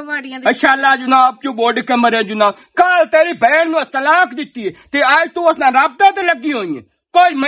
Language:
Western Panjabi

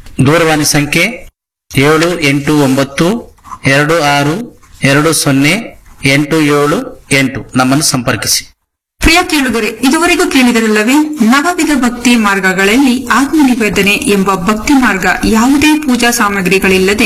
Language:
Kannada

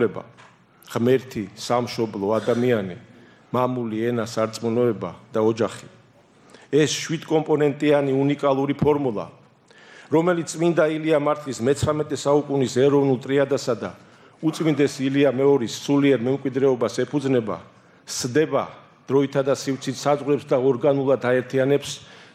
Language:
Georgian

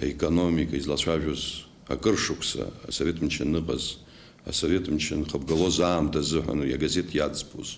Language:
Abkhazian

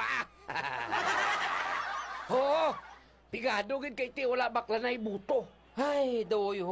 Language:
Hiligaynon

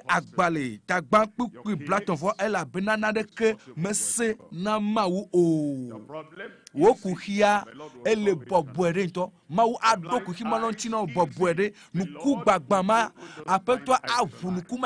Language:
Ewe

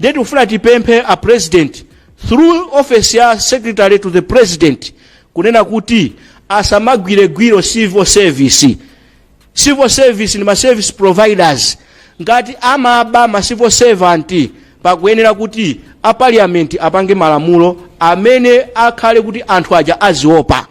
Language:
Nyanja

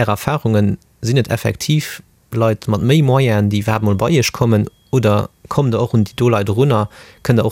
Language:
Luxembourgish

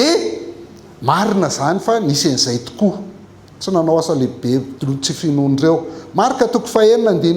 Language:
Malagasy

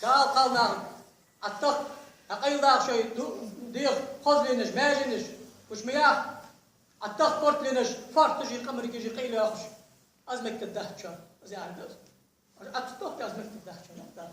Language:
Ingush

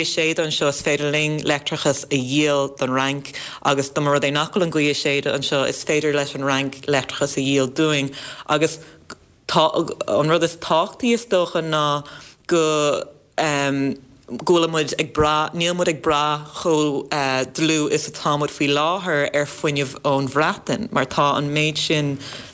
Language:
Irish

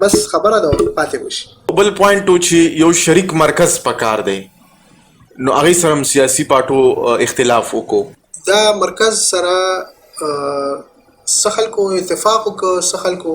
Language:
Pashto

